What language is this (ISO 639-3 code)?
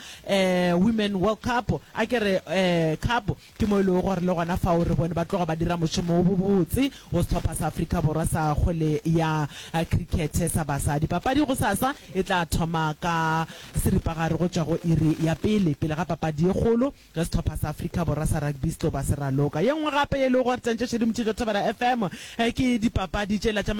nso